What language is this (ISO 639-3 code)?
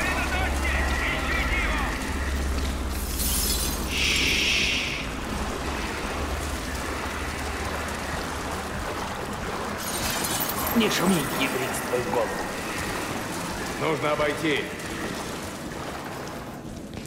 rus